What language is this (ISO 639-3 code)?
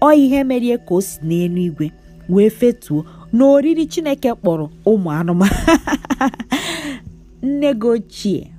ibo